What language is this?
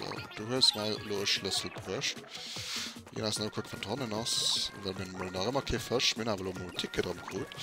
Luxembourgish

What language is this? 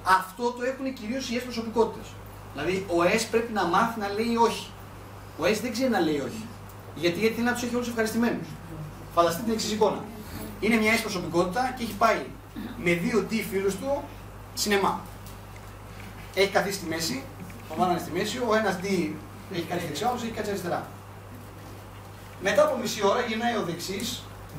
Greek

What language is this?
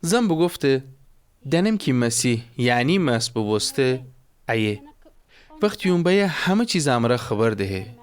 Gilaki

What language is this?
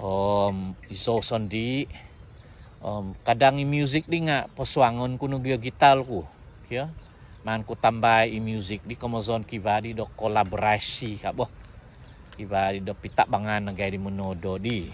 Central Dusun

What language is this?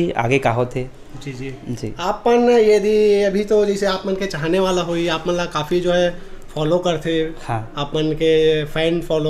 Chhattisgarhi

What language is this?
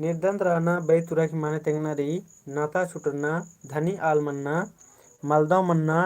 Kurukh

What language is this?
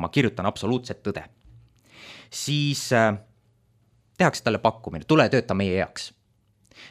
Estonian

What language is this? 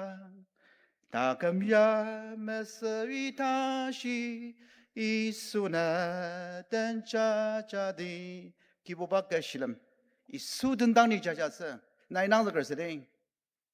Ao Naga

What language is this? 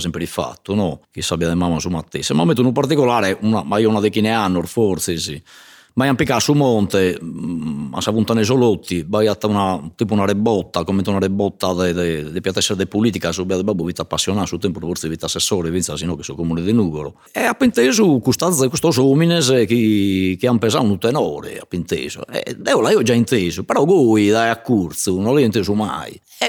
Sardinian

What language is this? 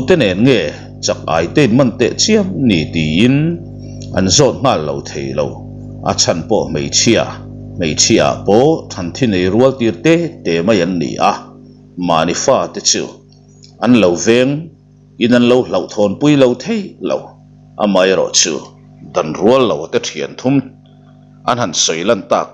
Mizo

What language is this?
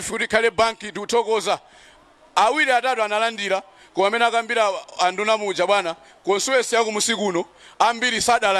Nyanja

